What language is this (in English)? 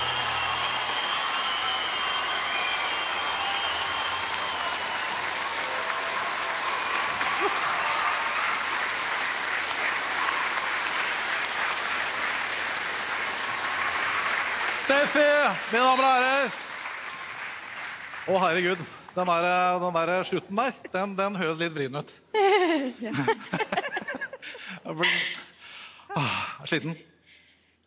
Norwegian